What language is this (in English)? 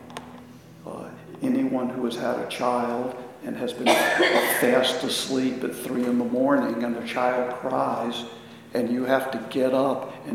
English